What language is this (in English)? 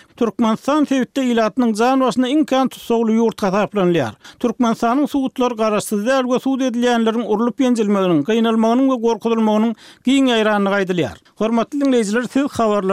Turkmen